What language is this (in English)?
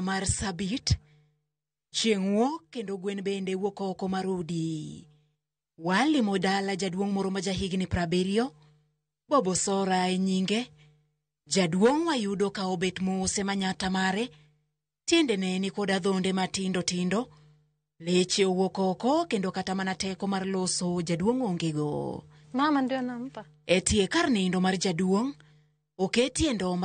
Luo (Kenya and Tanzania)